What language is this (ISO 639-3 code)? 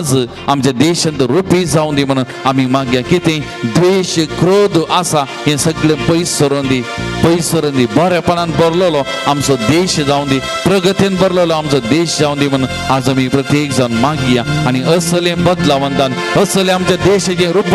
kok